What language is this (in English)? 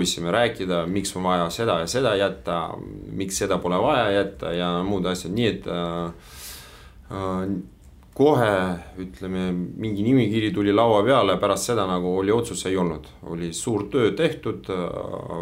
Estonian